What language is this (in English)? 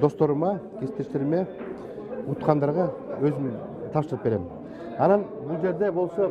Kyrgyz